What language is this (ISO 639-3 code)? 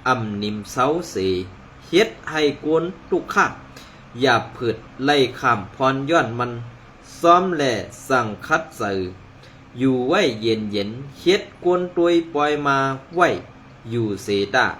shn